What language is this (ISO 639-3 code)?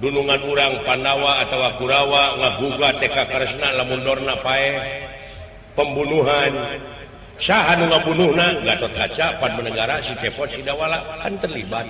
sun